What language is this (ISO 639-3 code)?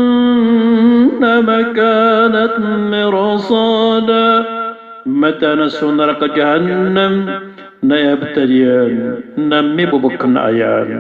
mrw